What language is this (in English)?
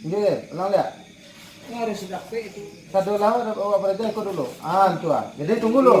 Minangkabau